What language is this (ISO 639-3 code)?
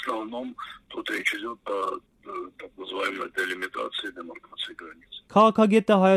hye